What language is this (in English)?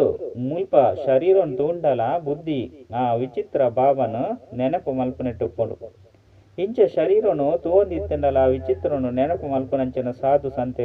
Tulu